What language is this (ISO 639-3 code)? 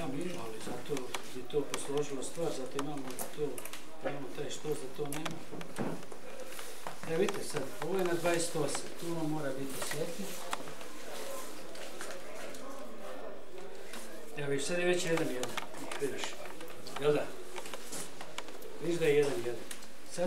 hrv